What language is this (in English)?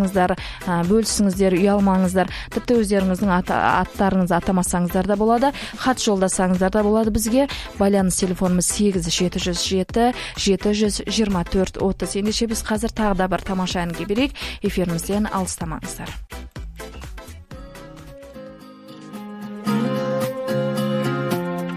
Kazakh